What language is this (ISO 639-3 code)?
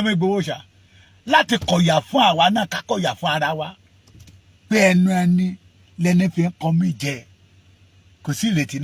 yor